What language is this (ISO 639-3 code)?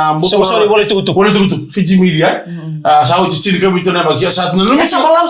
fij